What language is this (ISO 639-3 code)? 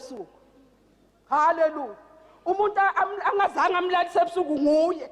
zul